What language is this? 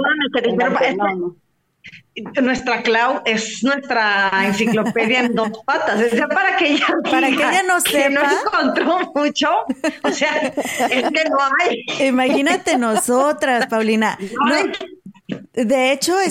Spanish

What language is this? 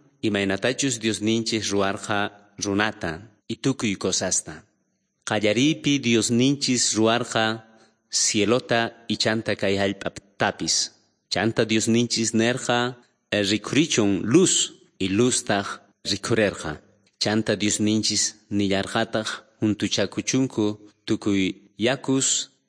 South Bolivian Quechua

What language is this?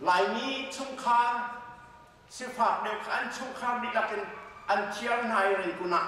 Hakha Chin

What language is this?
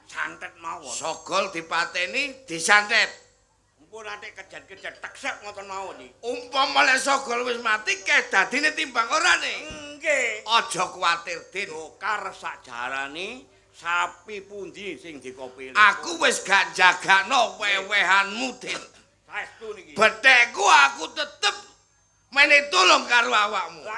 Javanese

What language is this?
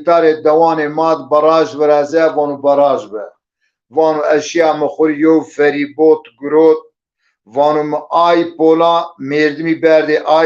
Zaza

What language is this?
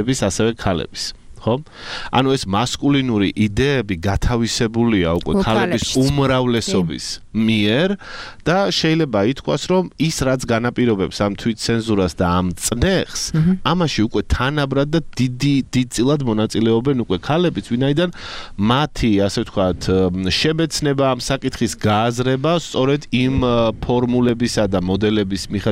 Georgian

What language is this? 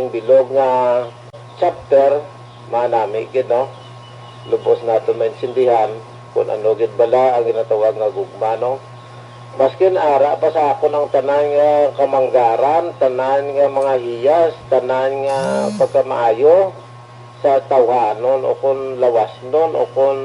Hiligaynon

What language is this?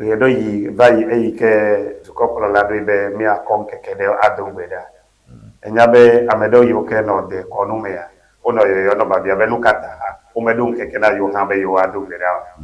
Ewe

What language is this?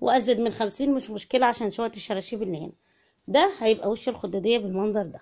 Egyptian Arabic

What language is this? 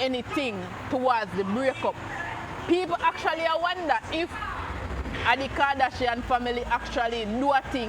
Jamaican Creole English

